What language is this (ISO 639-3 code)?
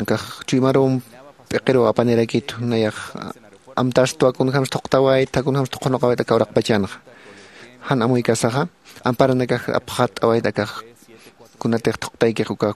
aym